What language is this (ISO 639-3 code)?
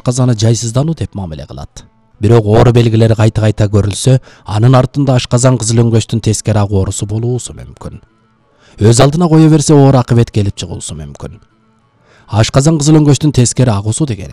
kir